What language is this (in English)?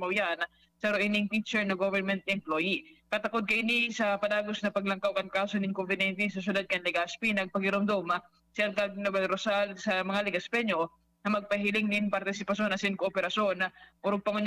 Bikol